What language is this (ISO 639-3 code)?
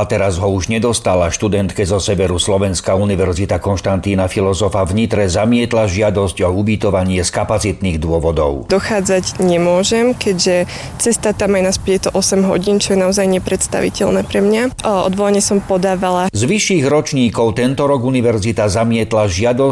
slk